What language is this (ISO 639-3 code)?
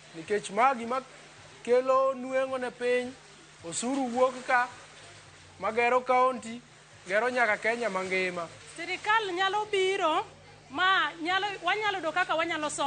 luo